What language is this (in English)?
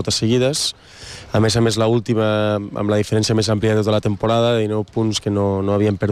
Catalan